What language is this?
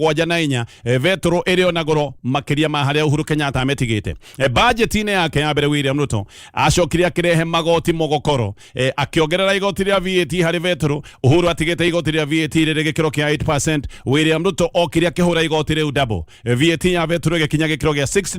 Kikuyu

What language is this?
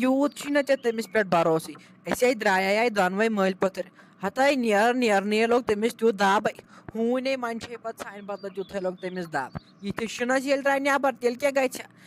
Kashmiri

